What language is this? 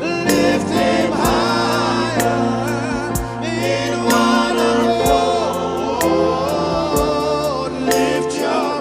Fijian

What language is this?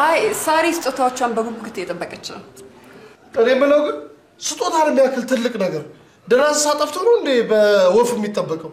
Amharic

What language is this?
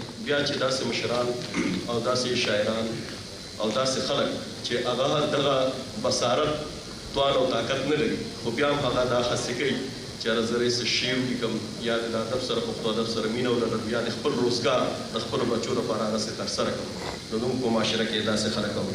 Pashto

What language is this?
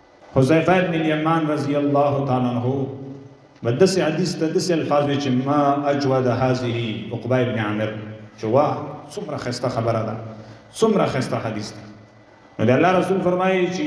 Pashto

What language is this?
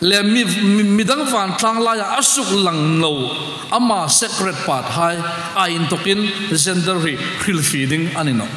Hmar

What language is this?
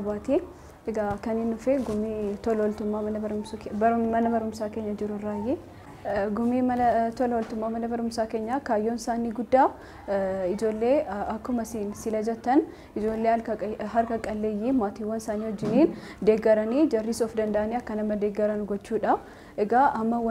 Oromo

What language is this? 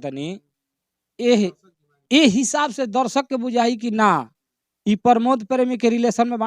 Bhojpuri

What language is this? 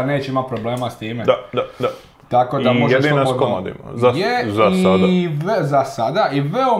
Croatian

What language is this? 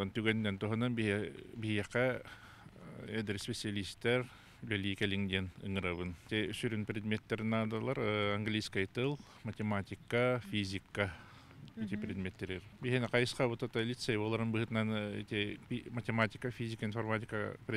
Yakut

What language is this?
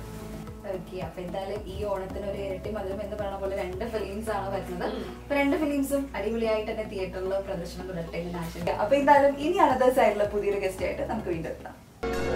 Malayalam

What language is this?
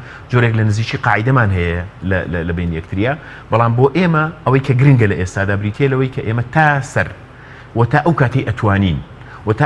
Central Kurdish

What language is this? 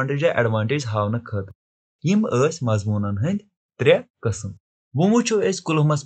Kashmiri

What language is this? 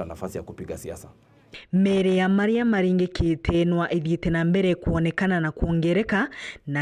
Meru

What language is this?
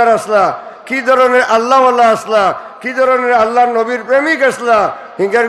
Sylheti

